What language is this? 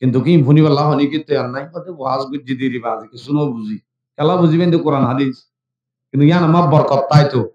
Rohingya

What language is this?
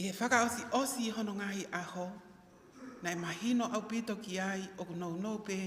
Tongan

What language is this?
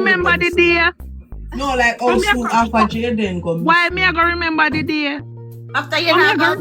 Jamaican Creole English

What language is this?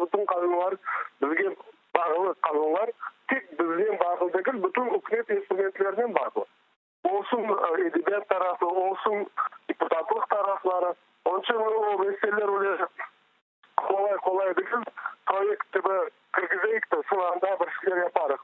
Crimean Tatar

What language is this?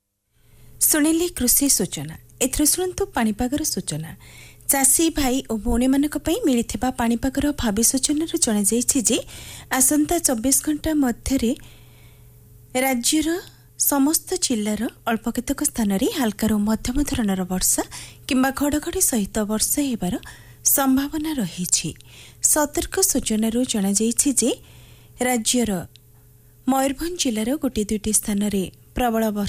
Odia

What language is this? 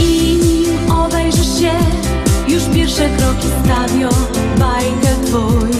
Silesian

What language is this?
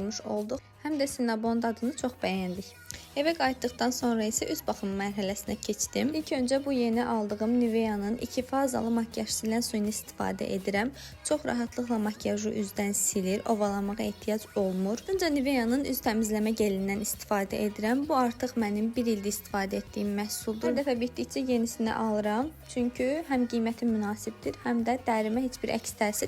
Azerbaijani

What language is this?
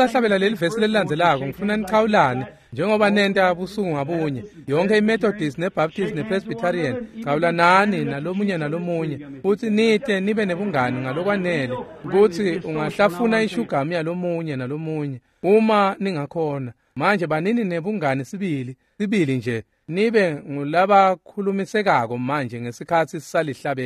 Swati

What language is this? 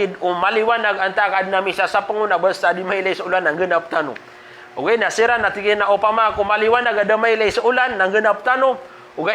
Maranao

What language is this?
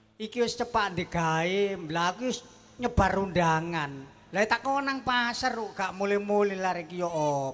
Javanese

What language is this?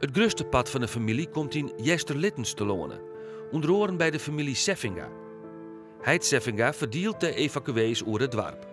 Western Frisian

